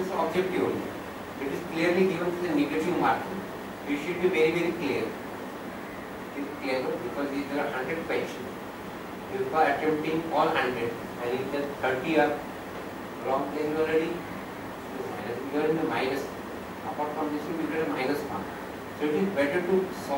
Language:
English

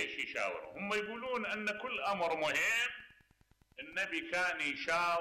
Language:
Mesopotamian Arabic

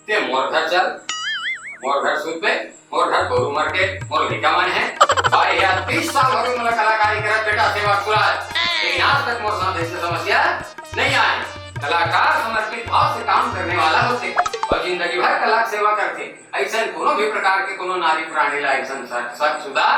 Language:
Chhattisgarhi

